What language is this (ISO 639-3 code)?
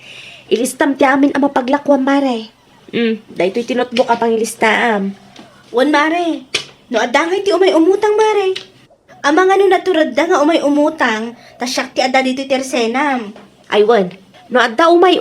ilo